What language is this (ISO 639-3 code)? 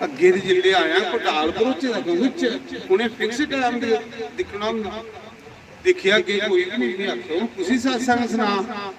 doi